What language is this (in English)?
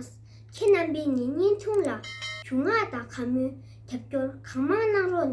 Tibetan